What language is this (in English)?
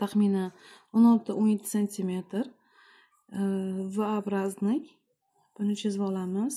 Uzbek